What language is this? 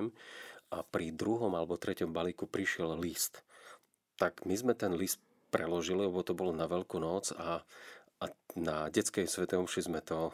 Slovak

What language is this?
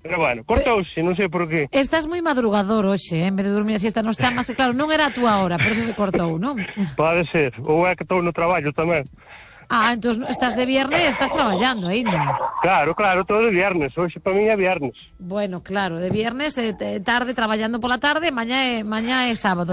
Galician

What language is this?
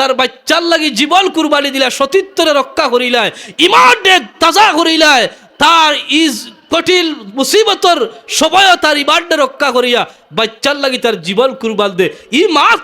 Sylheti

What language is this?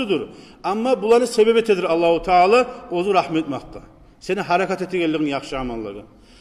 Kumyk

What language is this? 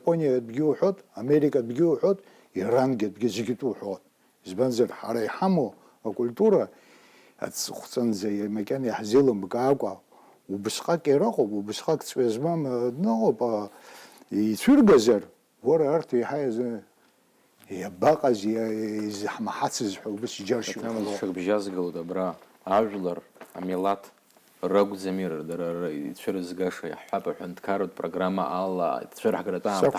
Abkhazian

